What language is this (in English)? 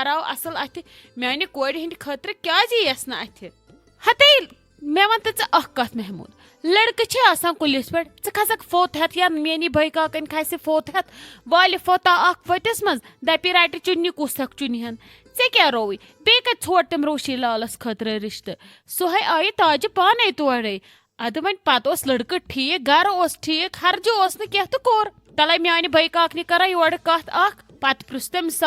Kashmiri